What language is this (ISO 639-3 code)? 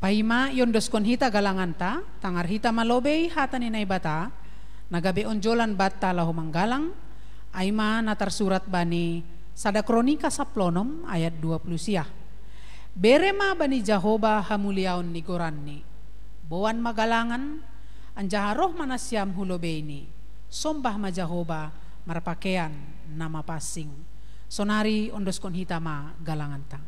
bts